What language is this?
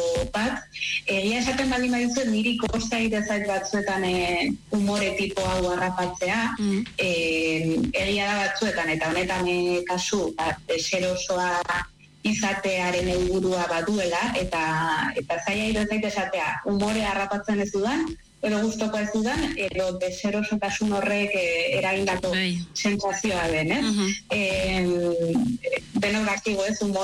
Basque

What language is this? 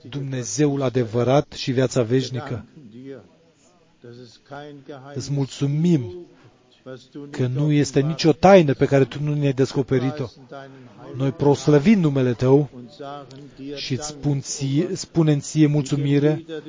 Romanian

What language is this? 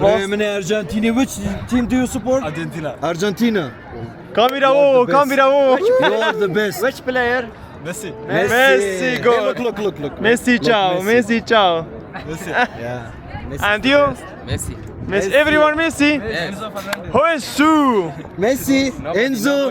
Kurdish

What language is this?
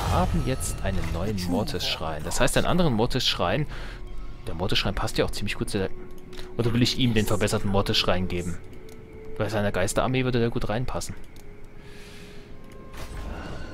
German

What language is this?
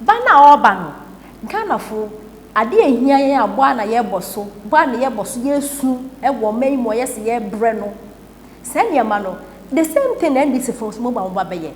Akan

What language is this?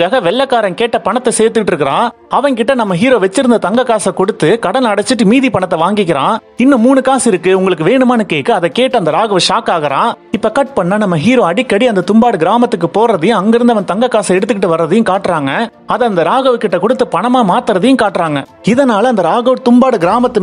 Tamil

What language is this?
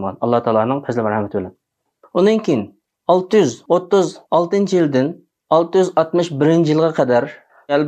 Uyghur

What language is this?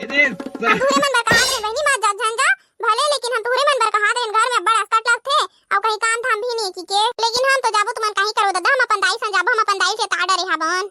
Chhattisgarhi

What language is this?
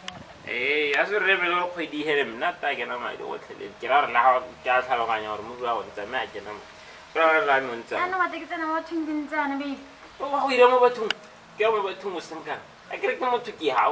Tswana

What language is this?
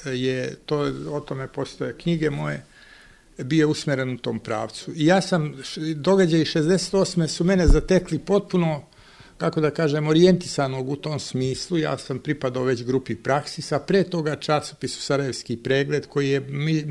Serbian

